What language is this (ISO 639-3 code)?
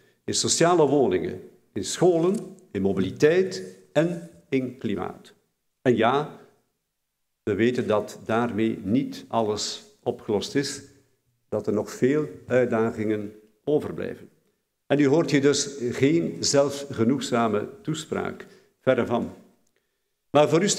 nld